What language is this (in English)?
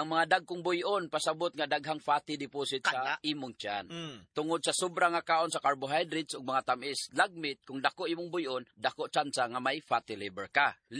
Cebuano